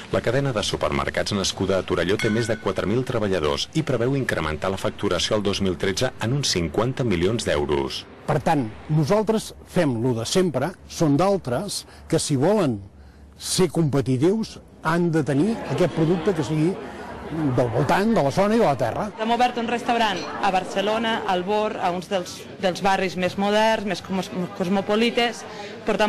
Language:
Catalan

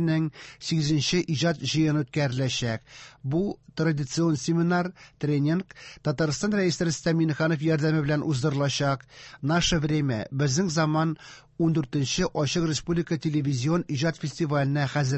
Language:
Tatar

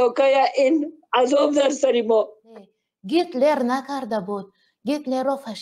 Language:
Tajik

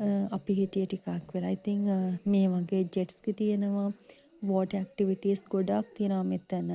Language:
Sinhala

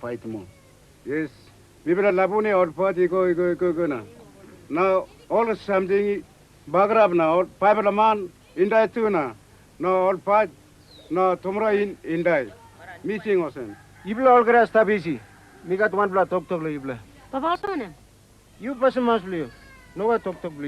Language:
Tok Pisin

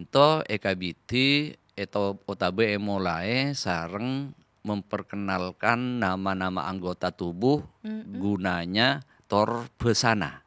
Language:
Madurese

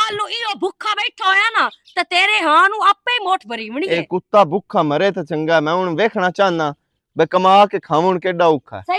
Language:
Western Panjabi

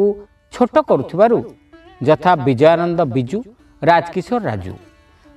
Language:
Odia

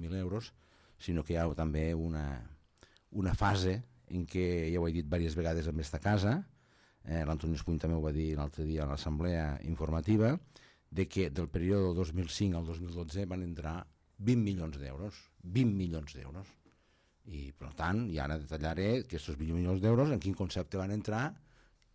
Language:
Catalan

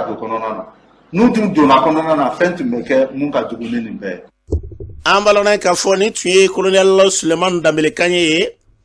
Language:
Bambara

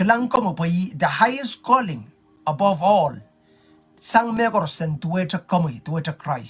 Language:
Pohnpeian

